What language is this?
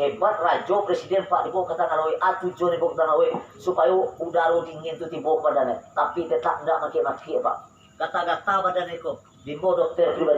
Minangkabau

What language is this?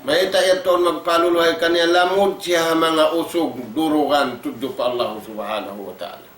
Tausug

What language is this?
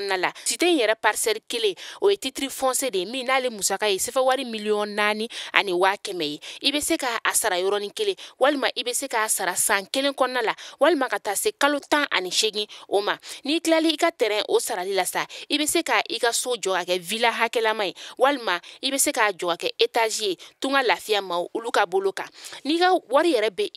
Bambara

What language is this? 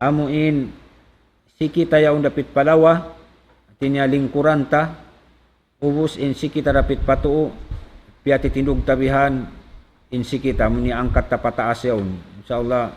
Tausug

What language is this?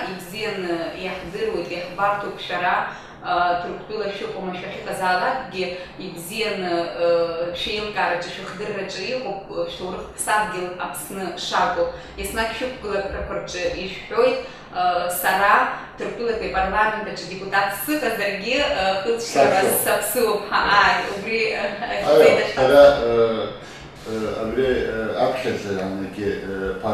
Abkhazian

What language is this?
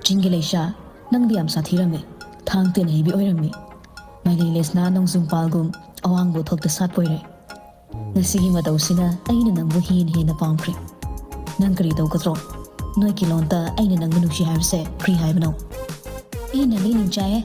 Manipuri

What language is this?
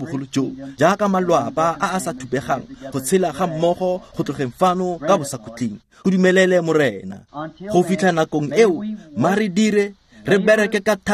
Tswana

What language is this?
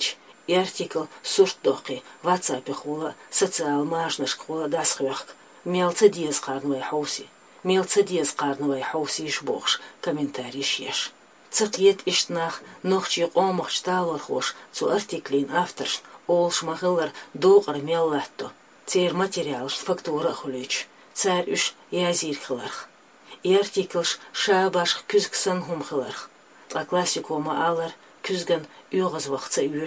Chechen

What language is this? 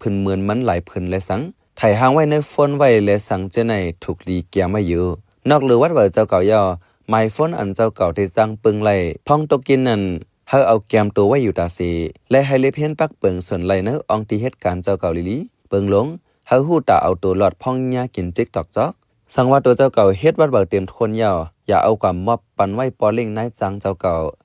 Shan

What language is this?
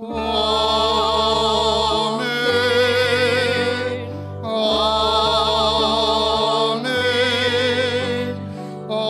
Batak Toba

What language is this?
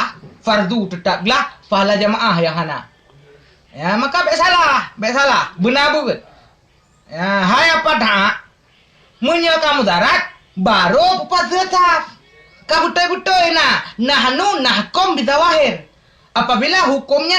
Achinese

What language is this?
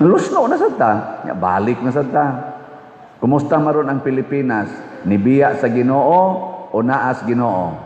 Cebuano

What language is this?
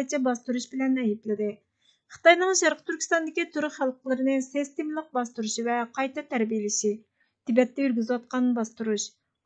Uyghur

